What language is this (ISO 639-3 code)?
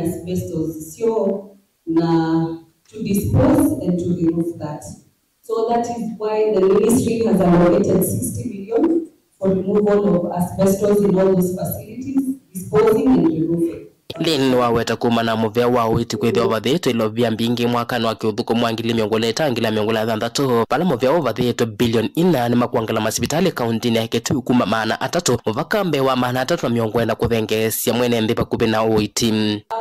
kam